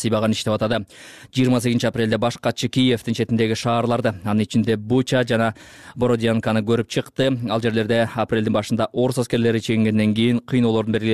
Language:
Kyrgyz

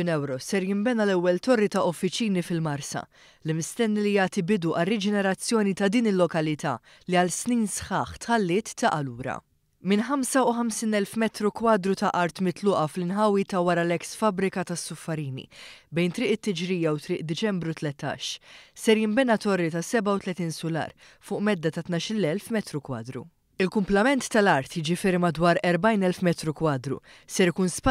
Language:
Maltese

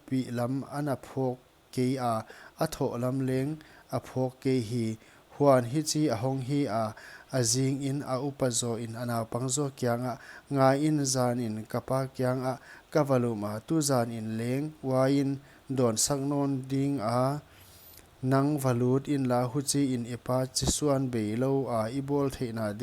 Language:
Paite Chin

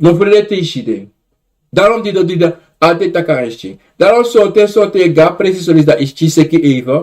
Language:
Sranan Tongo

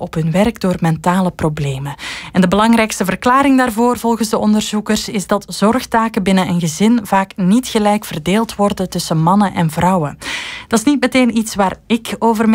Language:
Dutch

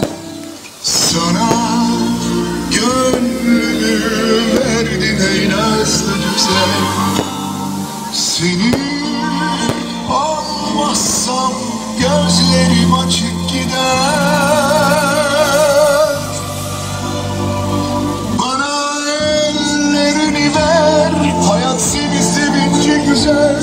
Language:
Turkish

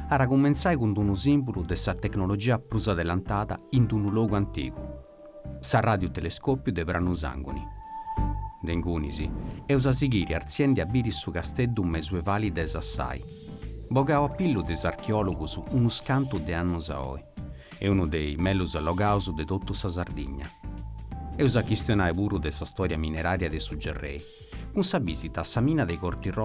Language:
Sardinian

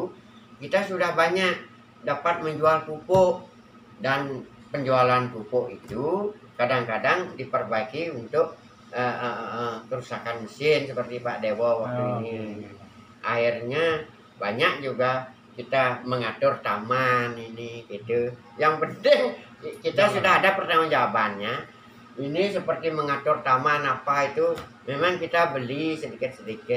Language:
Indonesian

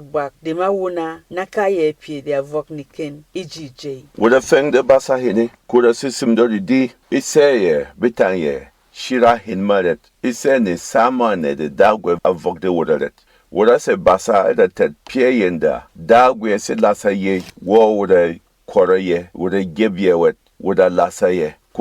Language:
Berom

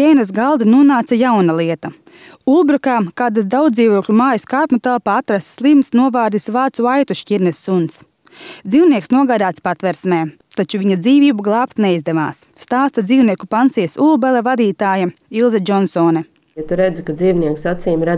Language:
Latvian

